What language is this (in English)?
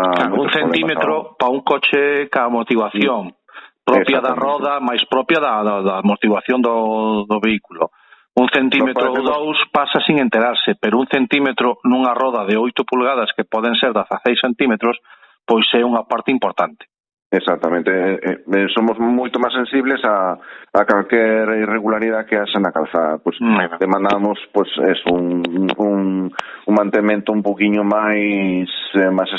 Galician